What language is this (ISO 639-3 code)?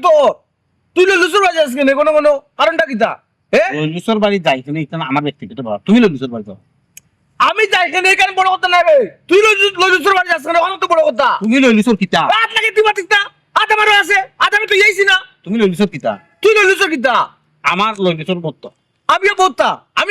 syl